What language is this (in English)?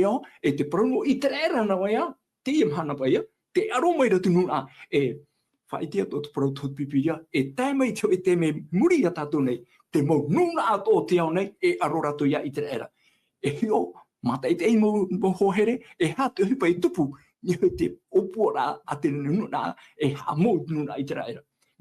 Tahitian